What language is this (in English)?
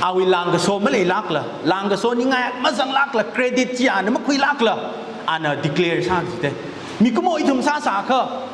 Tangkhul Naga (India)